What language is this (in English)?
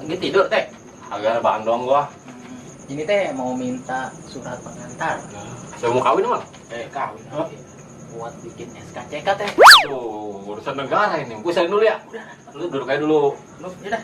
Betawi